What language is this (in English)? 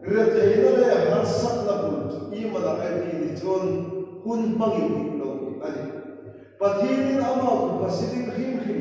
Hmar